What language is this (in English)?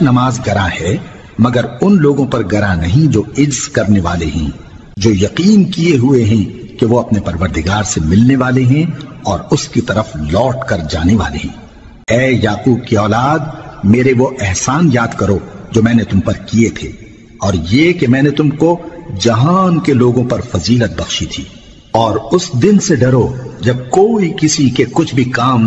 Urdu